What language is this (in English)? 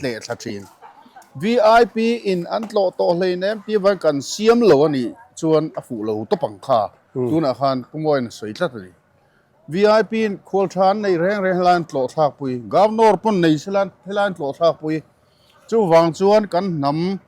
Mizo